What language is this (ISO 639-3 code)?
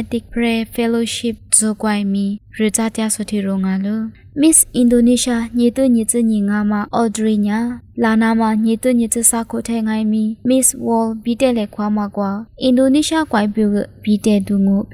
lis